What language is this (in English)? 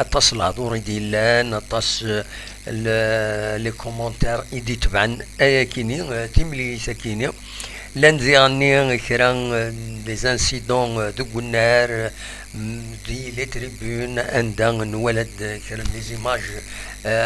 Kabyle